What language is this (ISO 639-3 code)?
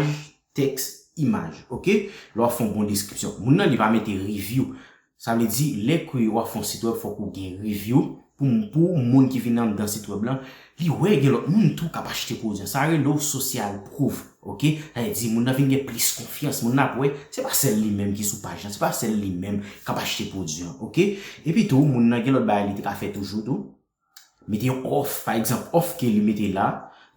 hat